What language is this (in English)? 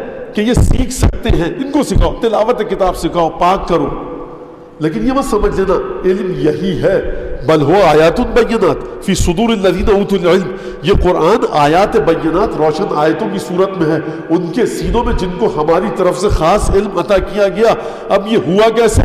Urdu